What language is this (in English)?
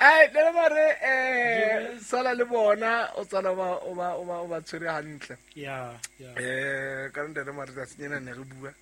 Southern Sotho